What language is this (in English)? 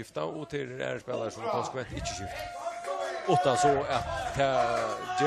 Faroese